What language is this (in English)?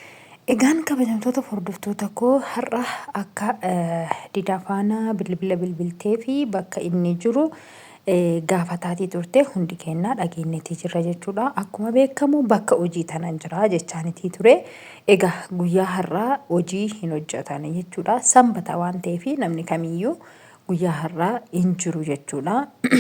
Oromo